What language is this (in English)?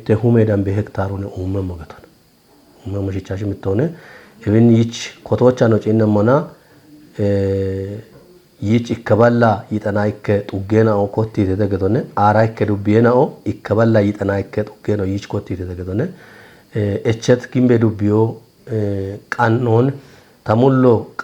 Kafa